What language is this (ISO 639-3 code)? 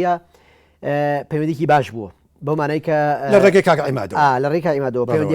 ckb